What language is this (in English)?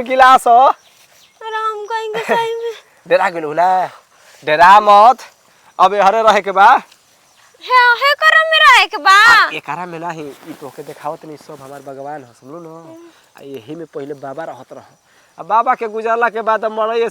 Bhojpuri